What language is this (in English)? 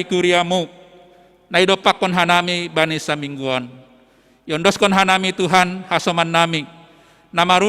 Batak Simalungun